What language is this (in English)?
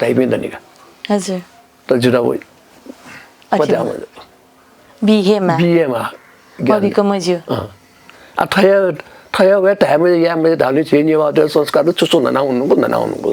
Newari